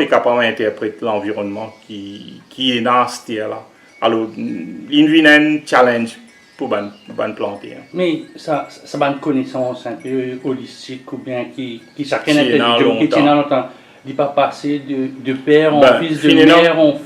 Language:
Morisyen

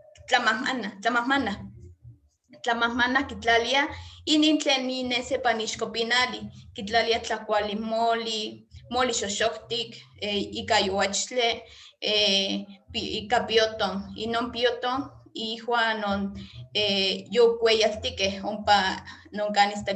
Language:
Eastern Huasteca Nahuatl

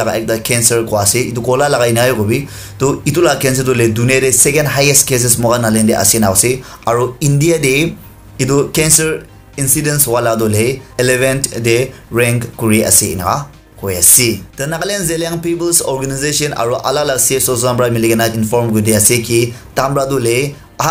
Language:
Naga Pidgin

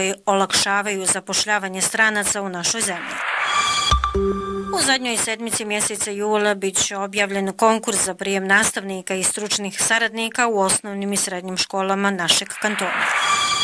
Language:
Bosnian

